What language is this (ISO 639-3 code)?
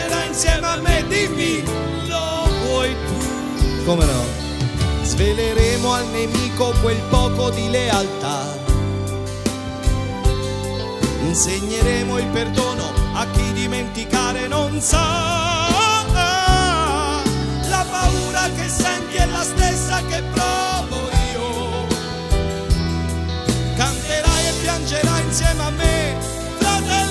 ita